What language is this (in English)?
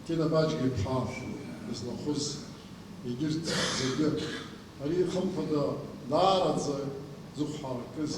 Abkhazian